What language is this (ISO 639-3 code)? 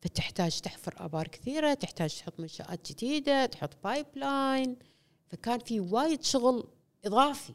afb